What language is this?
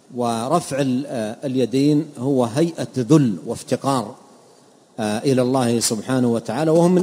Arabic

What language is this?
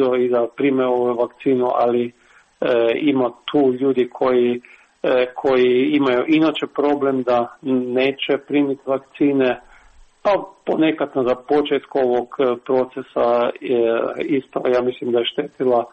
Serbian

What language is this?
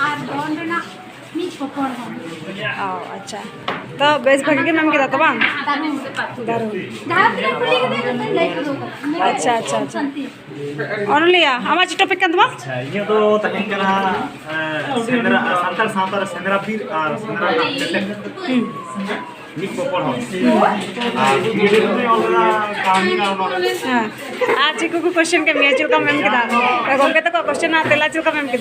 Santali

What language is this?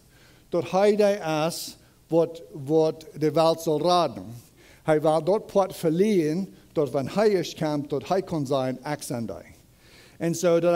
Plautdietsch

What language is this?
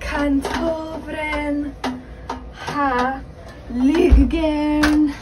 Cornish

